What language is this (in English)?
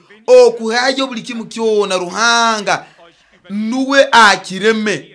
Nyoro